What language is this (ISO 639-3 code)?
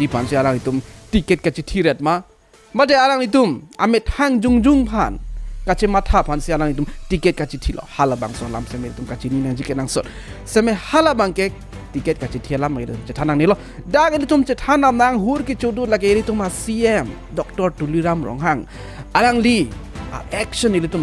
mjw